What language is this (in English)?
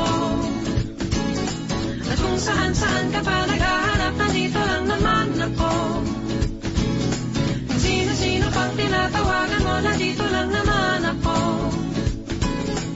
Filipino